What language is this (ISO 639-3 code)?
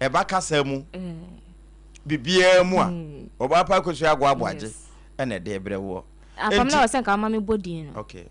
aka